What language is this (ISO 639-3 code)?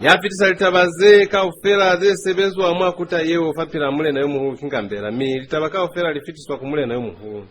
loz